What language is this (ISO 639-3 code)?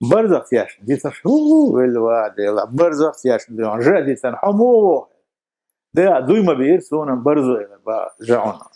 che